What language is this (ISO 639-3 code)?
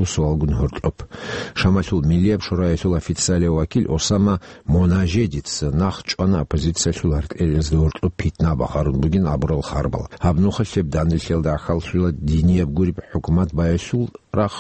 ava